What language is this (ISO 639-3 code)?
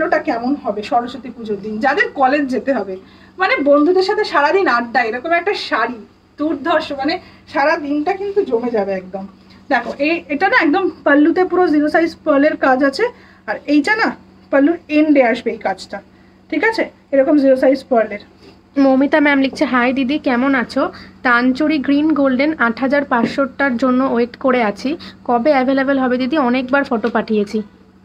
ben